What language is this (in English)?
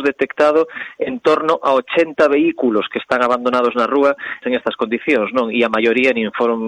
Galician